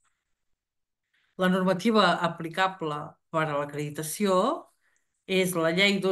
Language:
Catalan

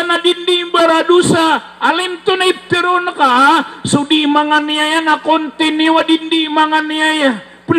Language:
Maranao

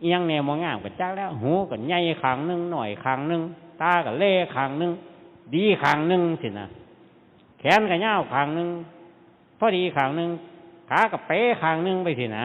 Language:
Northeastern Thai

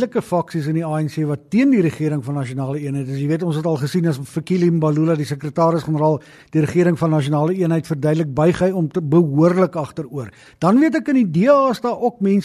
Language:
Afrikaans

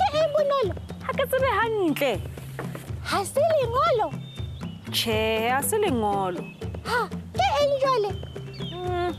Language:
Southern Sotho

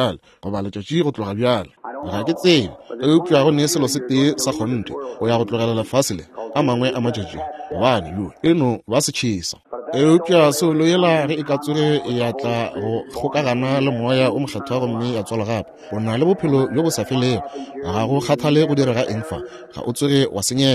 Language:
Northern Sotho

